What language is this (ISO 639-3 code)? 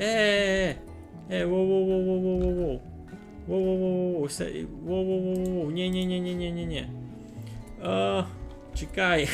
rue